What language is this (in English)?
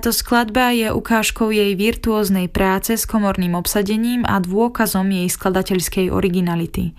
Slovak